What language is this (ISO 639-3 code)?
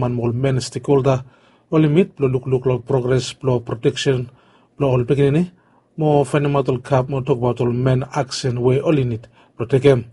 bis